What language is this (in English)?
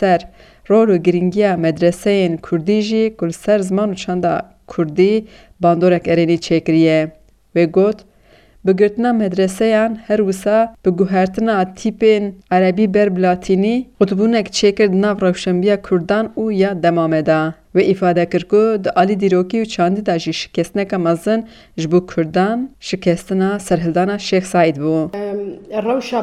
Kurdish